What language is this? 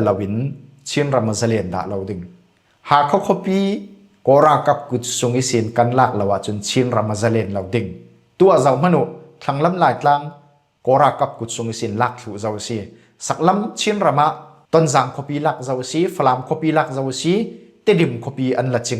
Falam Chin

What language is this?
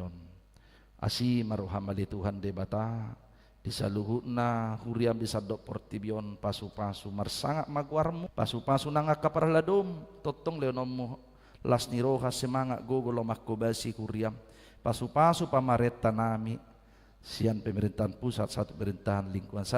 Batak Toba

